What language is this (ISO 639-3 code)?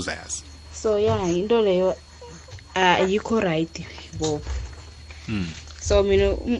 nbl